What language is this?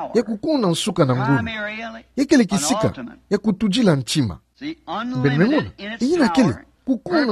Kituba (Democratic Republic of Congo)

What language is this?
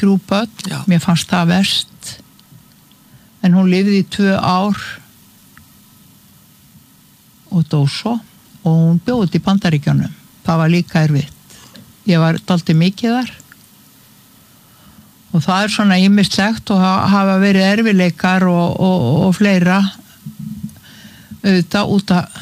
Icelandic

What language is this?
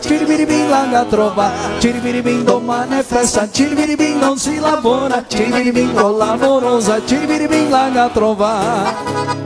Venetian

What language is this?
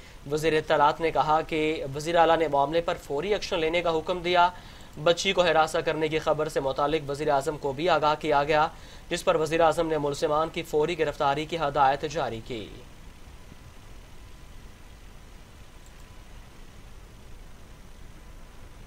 Urdu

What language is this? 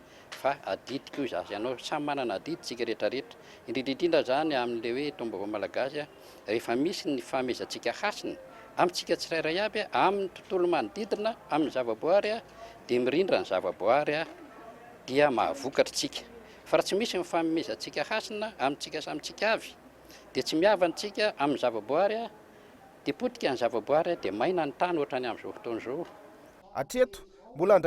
Malagasy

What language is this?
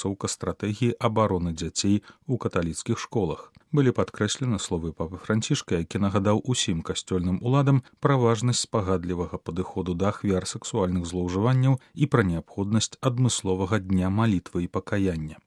Belarusian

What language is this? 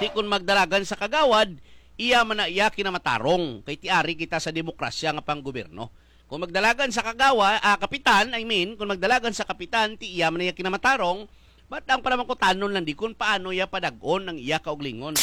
Hiligaynon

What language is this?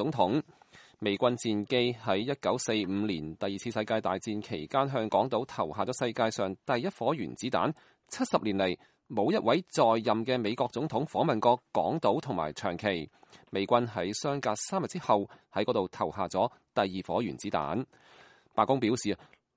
Cantonese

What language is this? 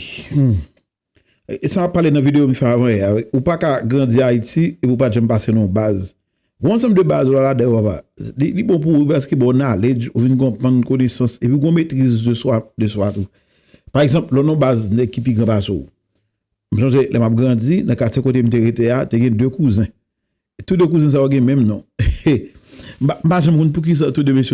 Haitian Creole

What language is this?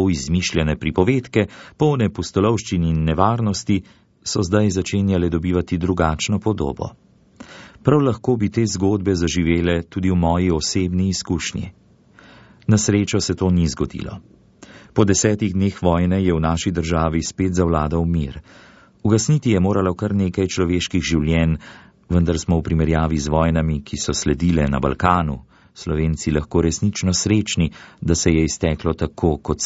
Slovenian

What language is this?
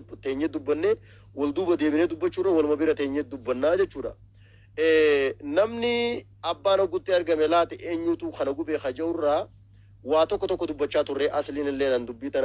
Oromo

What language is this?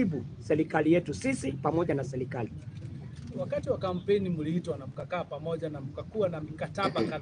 Swahili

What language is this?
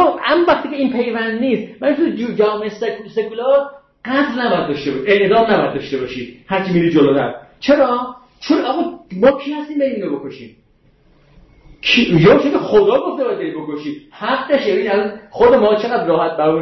Persian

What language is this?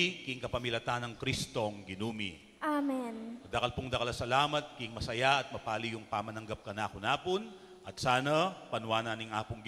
Pampanga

